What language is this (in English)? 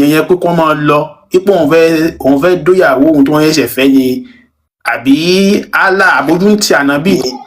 Yoruba